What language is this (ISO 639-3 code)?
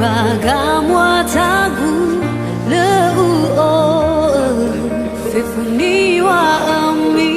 nia